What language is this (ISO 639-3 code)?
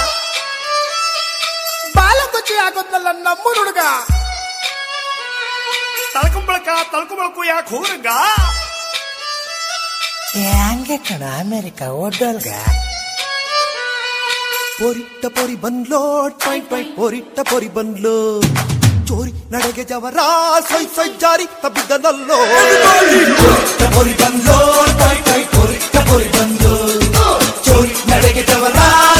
kan